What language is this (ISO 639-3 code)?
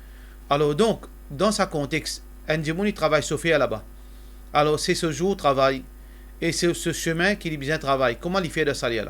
mfe